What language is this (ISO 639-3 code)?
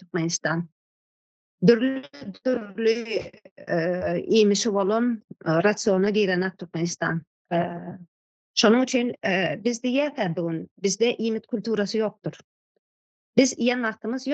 tuk